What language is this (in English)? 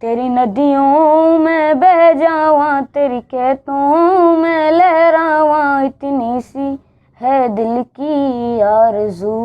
Eastern Balochi